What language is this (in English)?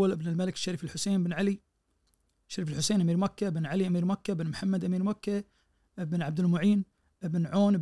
Najdi Arabic